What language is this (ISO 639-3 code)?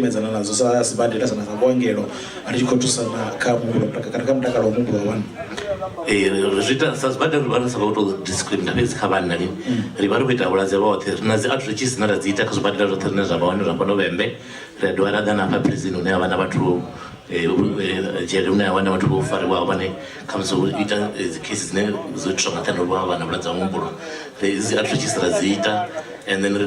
ven